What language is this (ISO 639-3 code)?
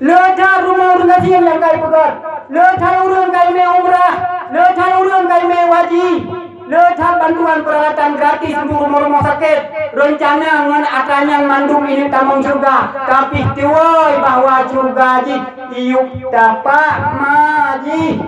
ace